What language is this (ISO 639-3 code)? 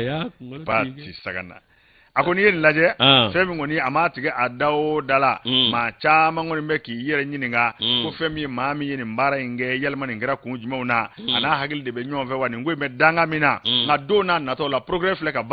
bam